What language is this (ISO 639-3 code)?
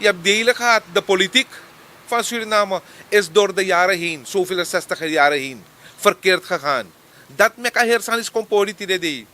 srn